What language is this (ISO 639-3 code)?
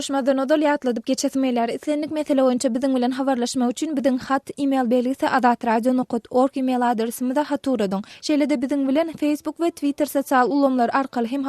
tuk